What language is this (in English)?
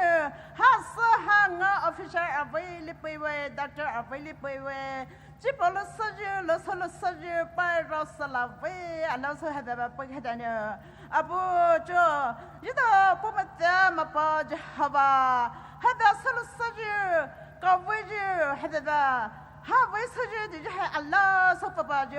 Poumei Naga